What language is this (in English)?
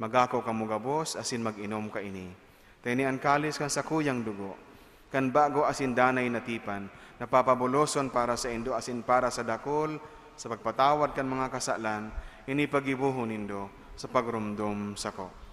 Bikol